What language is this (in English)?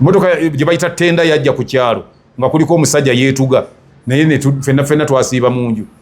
Ganda